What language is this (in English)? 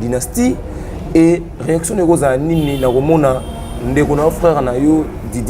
Lingala